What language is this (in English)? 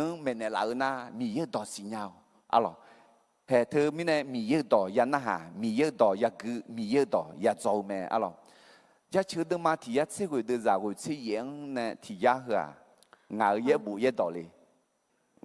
Akha